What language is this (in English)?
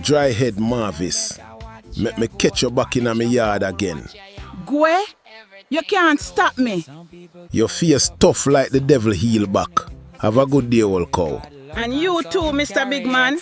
Jamaican Creole English